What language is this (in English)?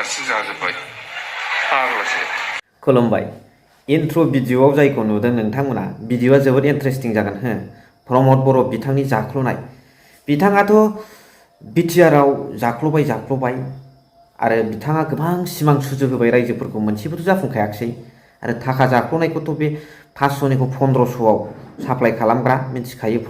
Bodo